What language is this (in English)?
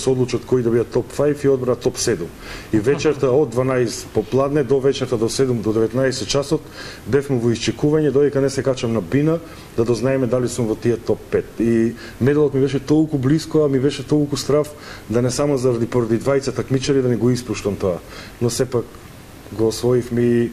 Macedonian